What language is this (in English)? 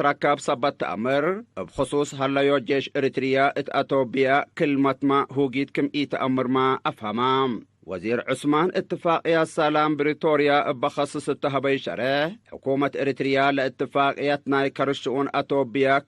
Tigre